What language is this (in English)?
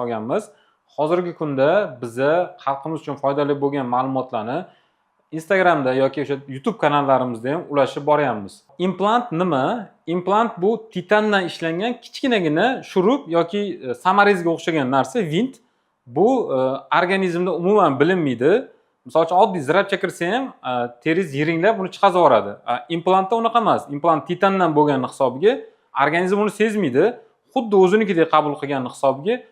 Uzbek